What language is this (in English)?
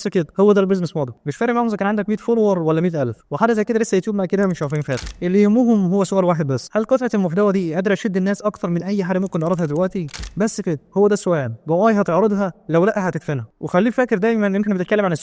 Egyptian Arabic